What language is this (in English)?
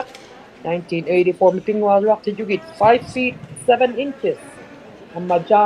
Inuktitut